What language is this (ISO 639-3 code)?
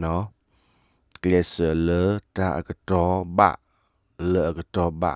ksw